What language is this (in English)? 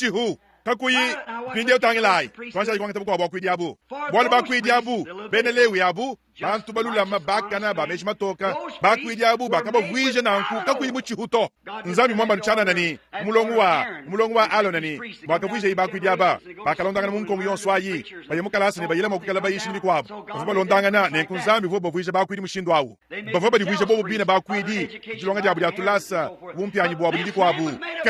Luba-Lulua